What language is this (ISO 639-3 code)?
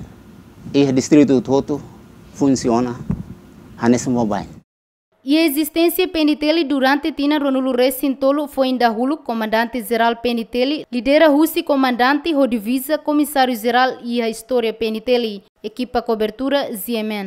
tet